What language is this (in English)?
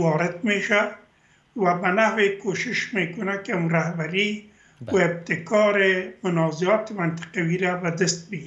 Persian